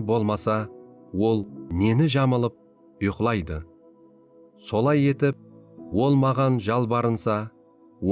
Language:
Kara-Kalpak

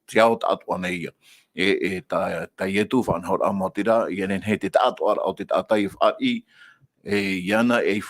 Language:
Tahitian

